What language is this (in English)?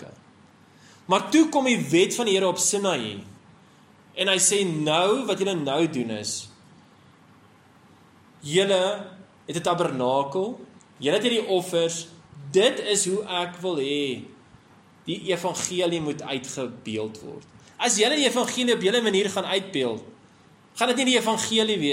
Afrikaans